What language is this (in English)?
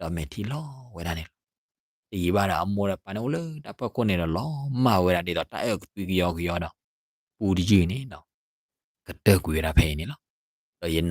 S'gaw Karen